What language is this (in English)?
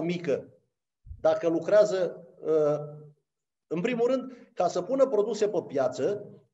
Romanian